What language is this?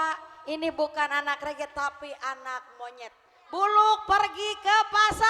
Betawi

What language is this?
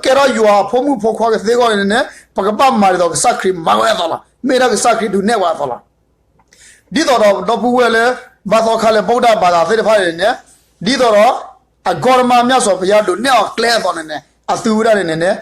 S'gaw Karen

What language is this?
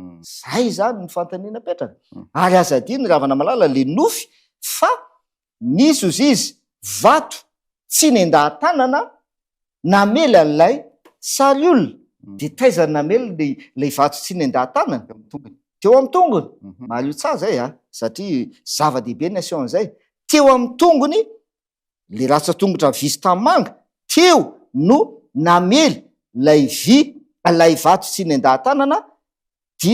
Malagasy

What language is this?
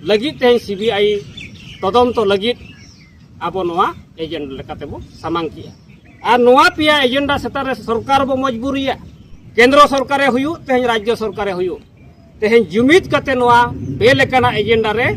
Santali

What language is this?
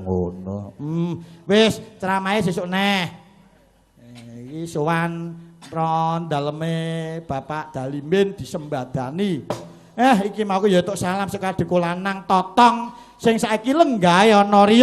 Javanese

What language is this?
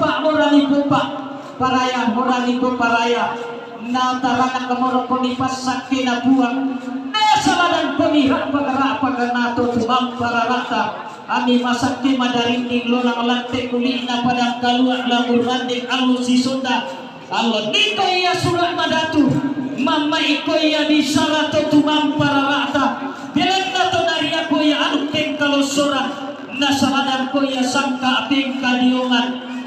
Toraja-Sa'dan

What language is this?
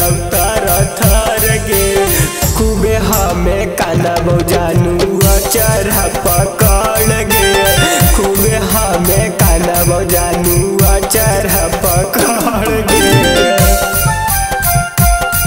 Bhojpuri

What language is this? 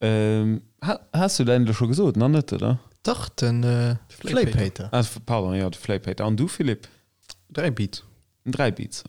Luxembourgish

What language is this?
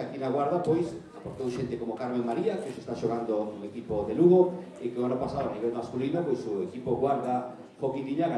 Galician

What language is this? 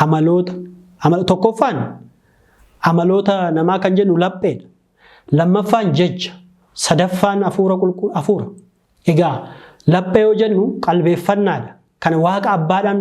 Oromo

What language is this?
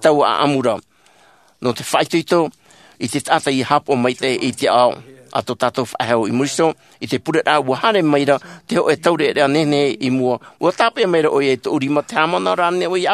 Tahitian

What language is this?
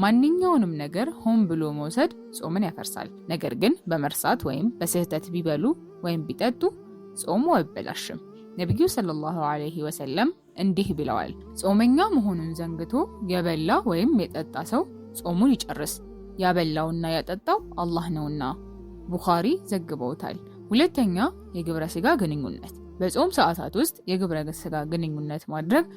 Amharic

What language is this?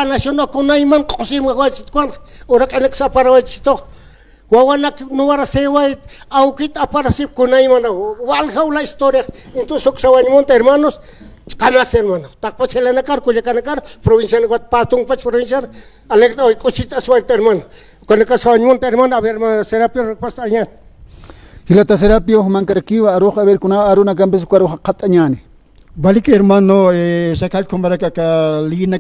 Aymara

